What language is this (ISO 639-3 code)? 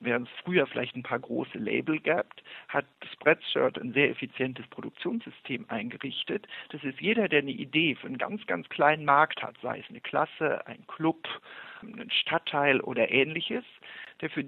deu